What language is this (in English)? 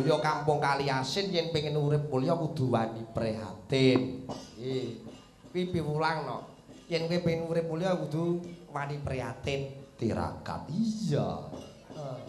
Javanese